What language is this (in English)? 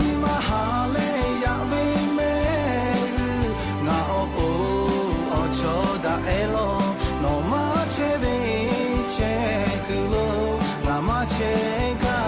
Lahu